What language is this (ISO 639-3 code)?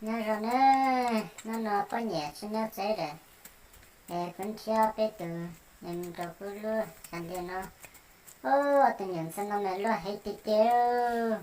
hmn